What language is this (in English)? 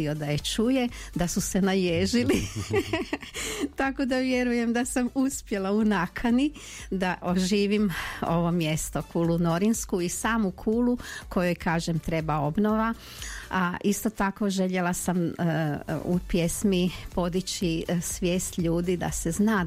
Croatian